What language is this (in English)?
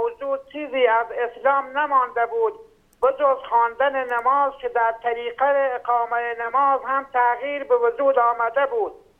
Persian